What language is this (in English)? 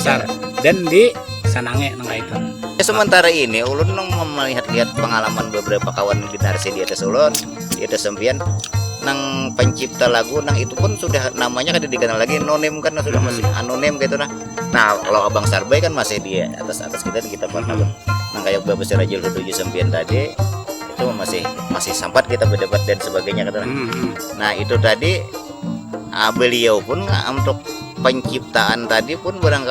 Banjar